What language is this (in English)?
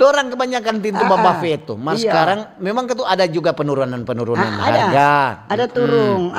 Manado Malay